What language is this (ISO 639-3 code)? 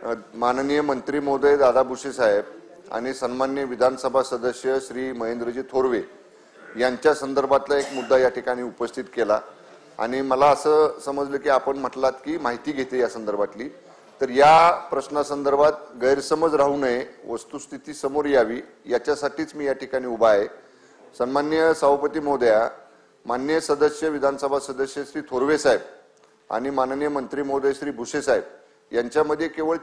mar